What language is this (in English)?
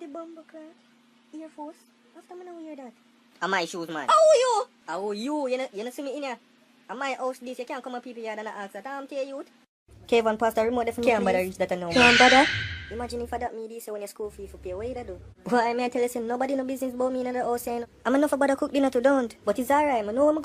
Jamaican Creole English